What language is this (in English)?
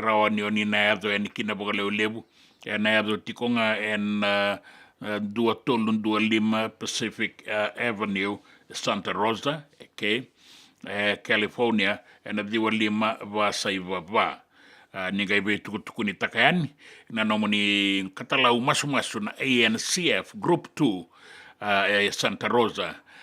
Fijian